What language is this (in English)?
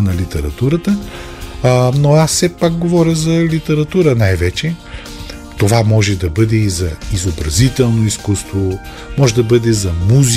Bulgarian